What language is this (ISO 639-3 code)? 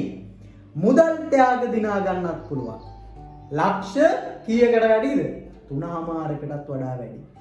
sin